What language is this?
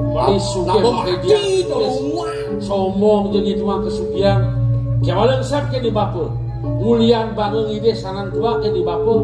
Balinese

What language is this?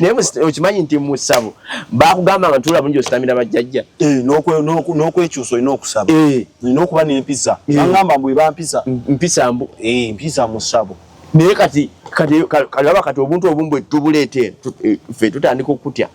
Ganda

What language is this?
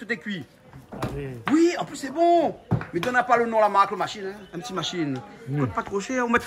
Réunion Creole French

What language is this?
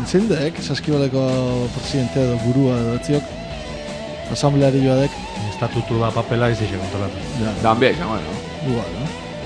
Basque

